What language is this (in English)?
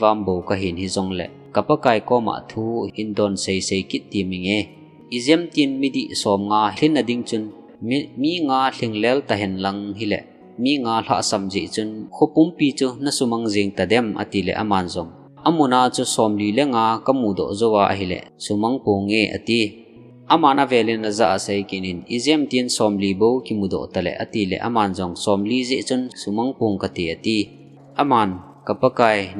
Thado Chin